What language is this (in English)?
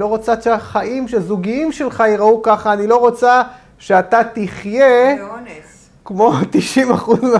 Hebrew